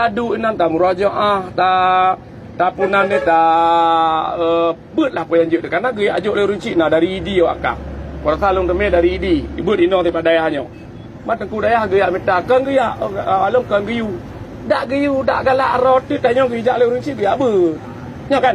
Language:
Achinese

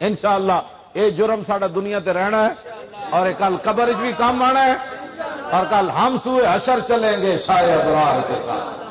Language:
Western Panjabi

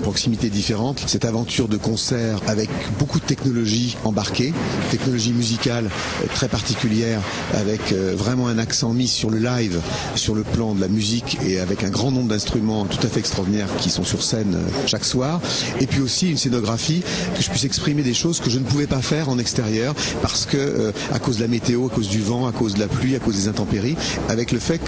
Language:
French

